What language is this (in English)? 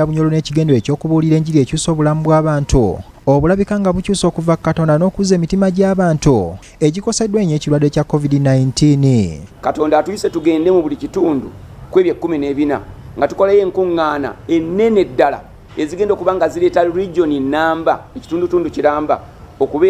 Ganda